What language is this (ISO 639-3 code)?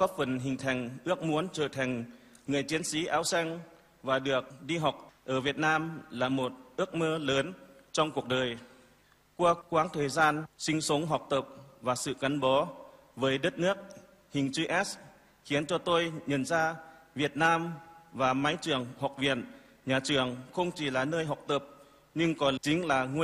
vie